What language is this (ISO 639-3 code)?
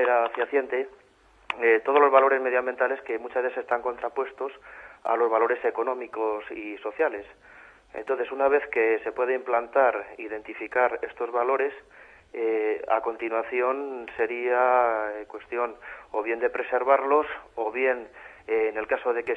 spa